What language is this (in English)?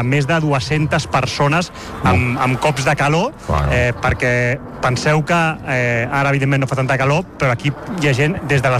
Catalan